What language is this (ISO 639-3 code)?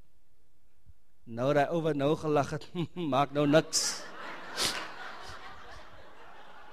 afr